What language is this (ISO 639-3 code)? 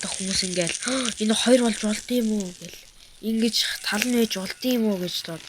mon